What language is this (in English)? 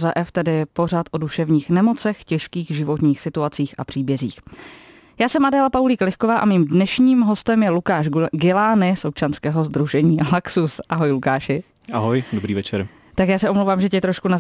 Czech